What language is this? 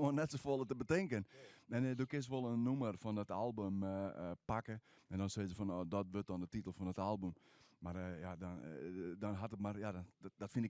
Western Frisian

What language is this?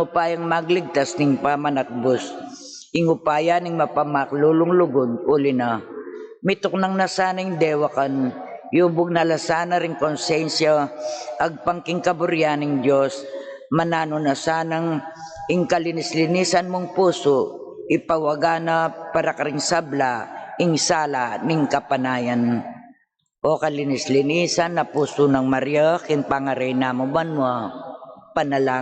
Pampanga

